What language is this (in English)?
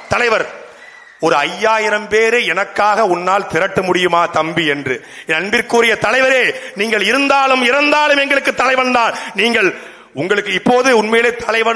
Tamil